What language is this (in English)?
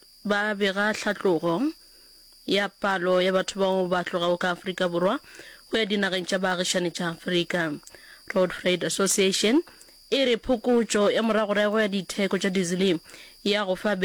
Northern Sotho